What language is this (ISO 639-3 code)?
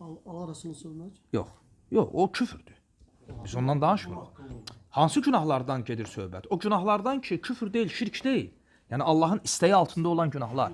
aze